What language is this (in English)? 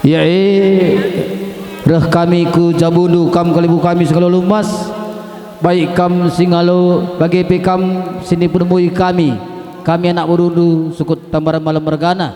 Batak Karo